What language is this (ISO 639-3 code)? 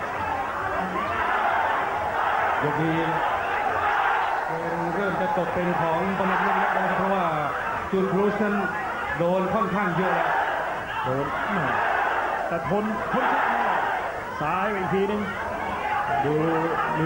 tha